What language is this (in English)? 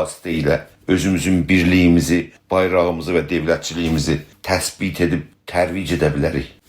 South Azerbaijani